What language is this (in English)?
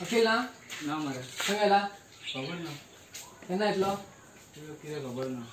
Konkani